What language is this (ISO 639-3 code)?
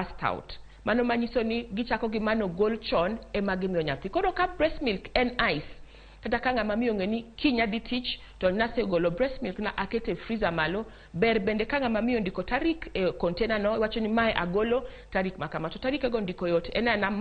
luo